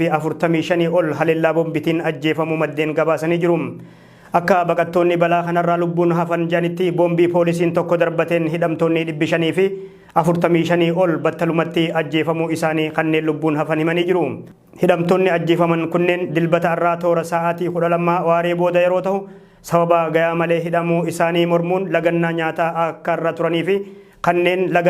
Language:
Oromo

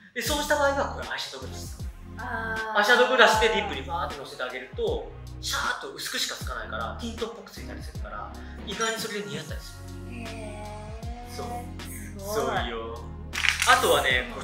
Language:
Japanese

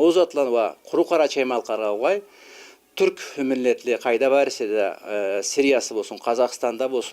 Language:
Karachay-Balkar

